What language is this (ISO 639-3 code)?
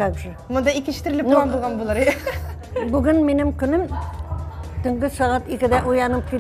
tat